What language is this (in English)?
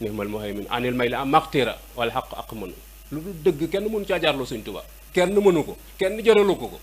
Wolof